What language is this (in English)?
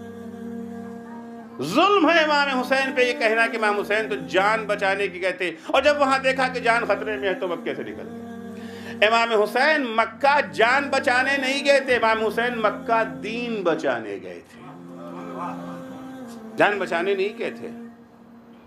Urdu